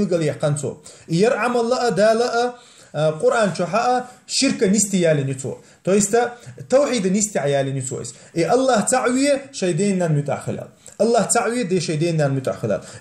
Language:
Chechen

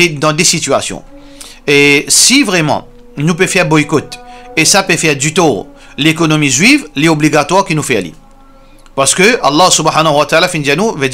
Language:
Morisyen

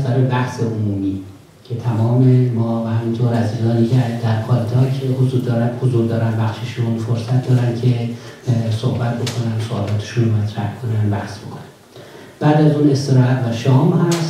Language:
Persian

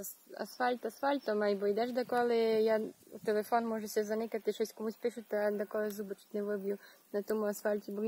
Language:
Rusyn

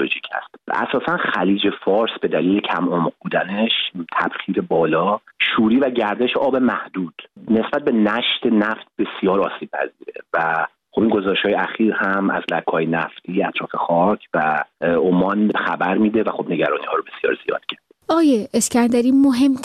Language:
Persian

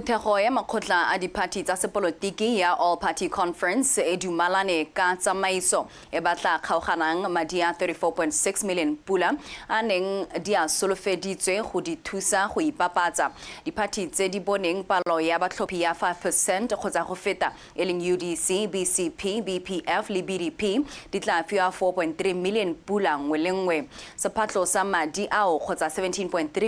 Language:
Tswana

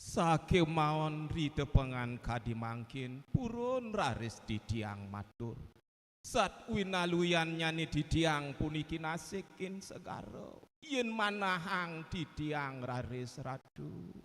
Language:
Balinese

